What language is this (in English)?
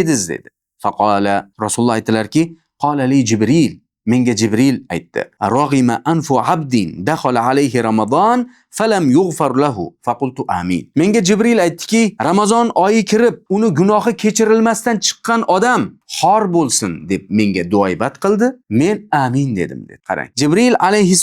Uzbek